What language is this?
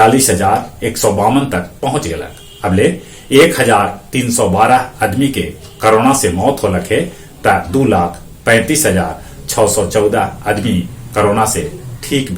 Magahi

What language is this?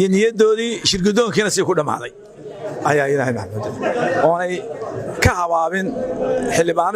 Somali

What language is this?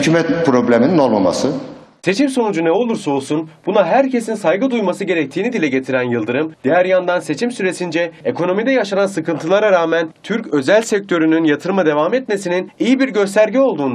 Turkish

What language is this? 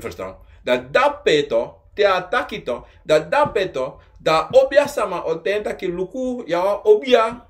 Sranan Tongo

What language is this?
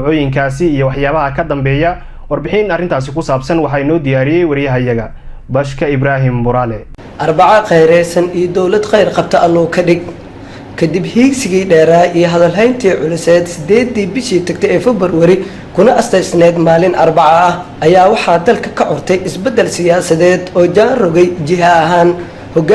Somali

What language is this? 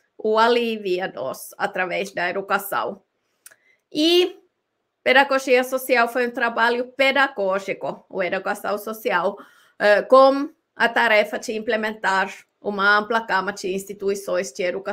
Portuguese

